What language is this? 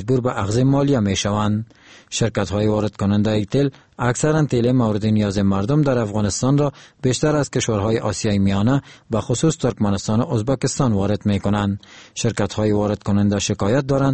Persian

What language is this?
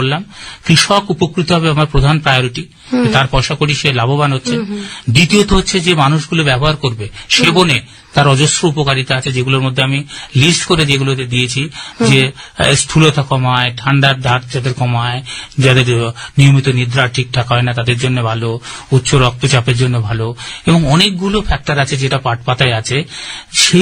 Bangla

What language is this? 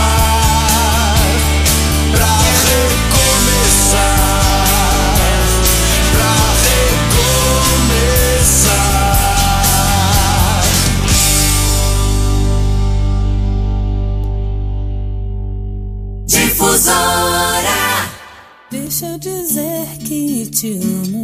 Portuguese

